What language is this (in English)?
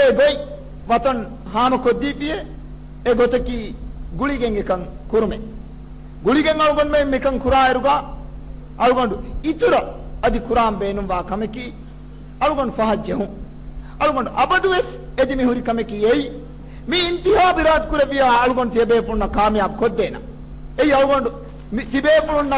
Divehi